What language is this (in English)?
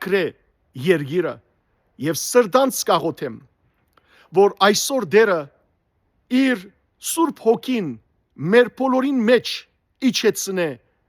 Western Armenian